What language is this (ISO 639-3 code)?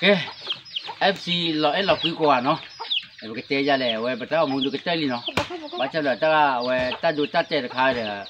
ksw